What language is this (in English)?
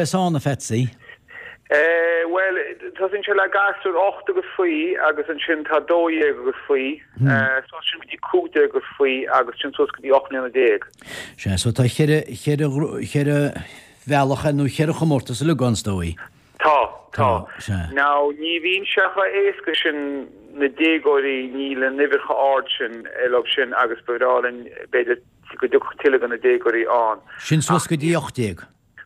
Irish